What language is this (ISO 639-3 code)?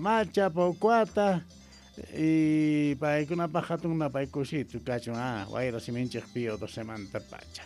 que